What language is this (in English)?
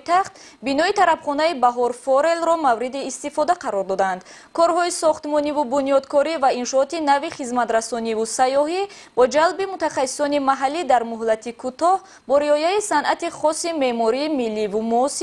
Tajik